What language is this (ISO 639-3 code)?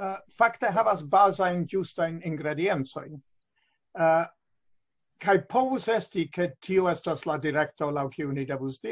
epo